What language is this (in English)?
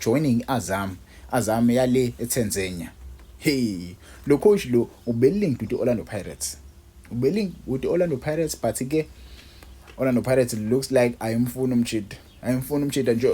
Zulu